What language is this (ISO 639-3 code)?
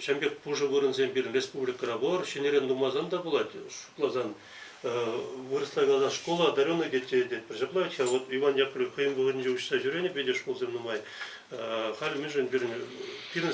chv